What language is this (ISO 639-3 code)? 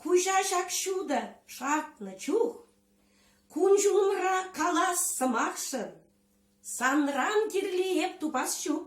chv